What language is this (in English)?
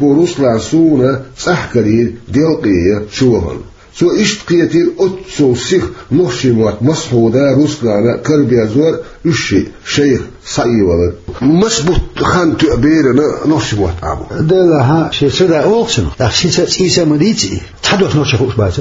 Chechen